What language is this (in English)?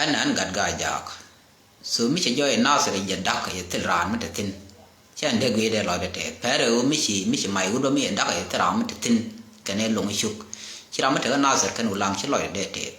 Nuer